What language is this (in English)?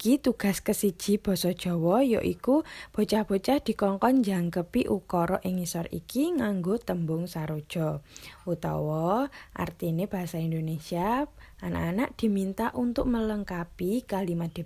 Javanese